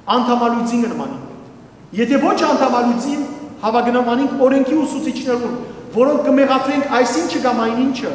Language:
Western Armenian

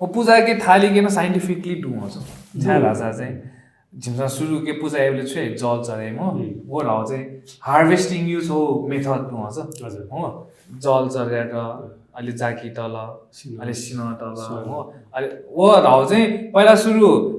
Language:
Newari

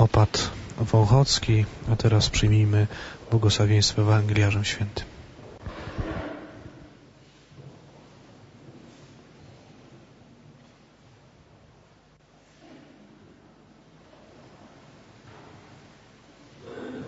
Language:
Polish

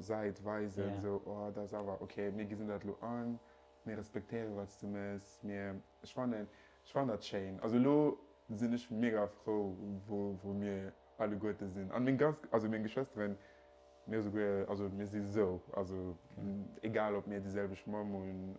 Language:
Luxembourgish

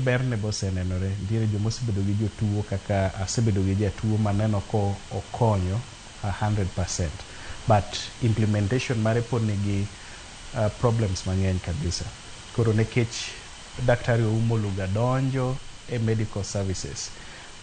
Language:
Luo (Kenya and Tanzania)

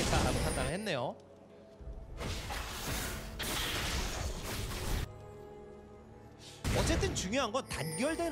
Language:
Korean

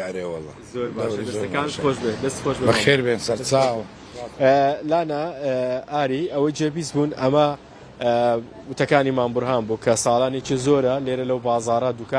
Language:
Central Kurdish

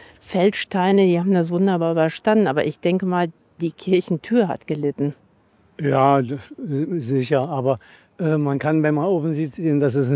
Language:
German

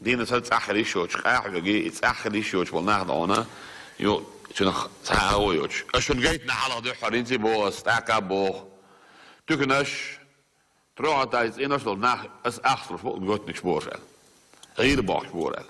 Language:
Chechen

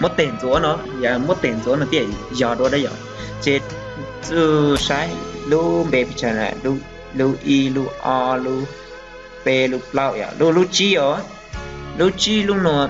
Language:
Hmong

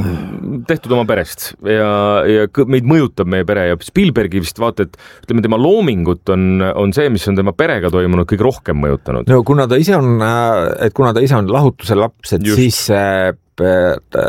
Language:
Estonian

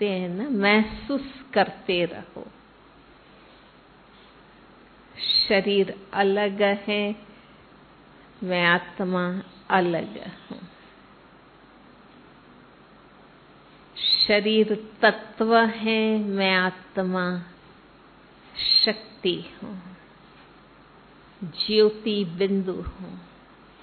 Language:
Hindi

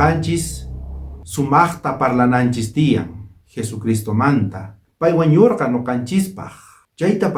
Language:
South Bolivian Quechua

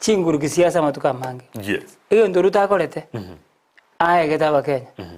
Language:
Gusii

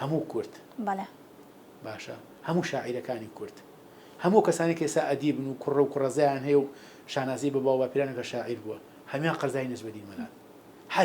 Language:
Central Kurdish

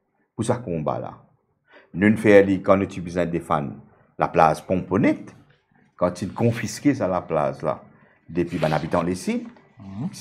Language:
Morisyen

